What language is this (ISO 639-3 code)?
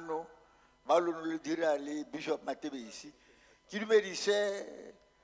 tsn